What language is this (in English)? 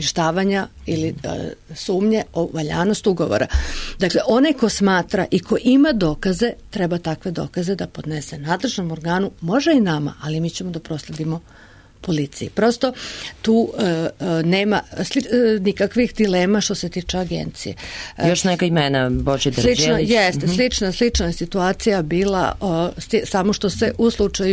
Serbian